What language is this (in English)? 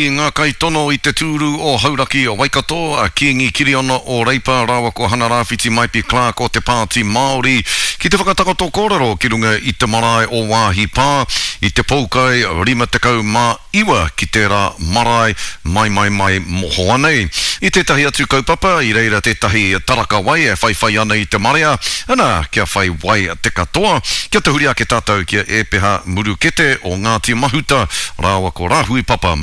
Māori